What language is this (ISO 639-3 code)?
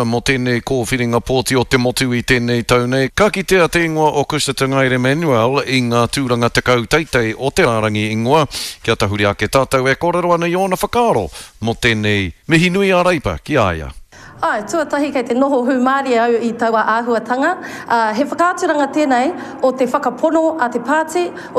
mri